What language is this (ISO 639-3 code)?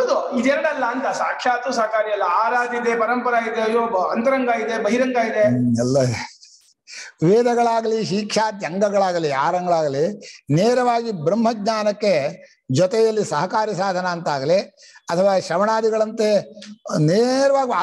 kan